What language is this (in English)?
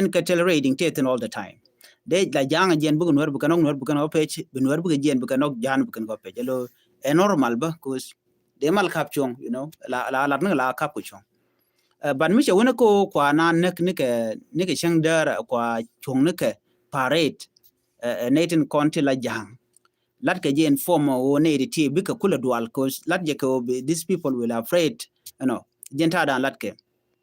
Nuer